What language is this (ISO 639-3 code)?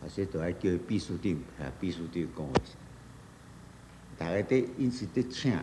nan